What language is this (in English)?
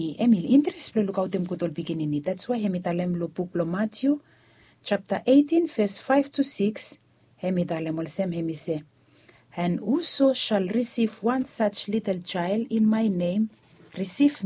Bislama